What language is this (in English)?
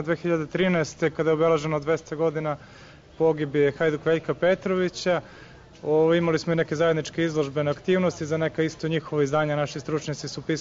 Serbian